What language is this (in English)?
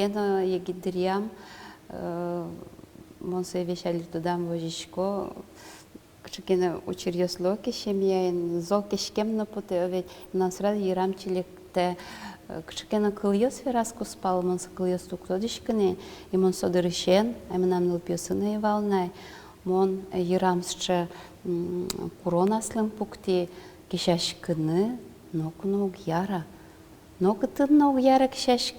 Udmurt